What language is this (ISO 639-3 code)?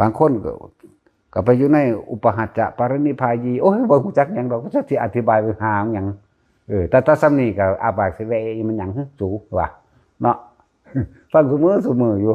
tts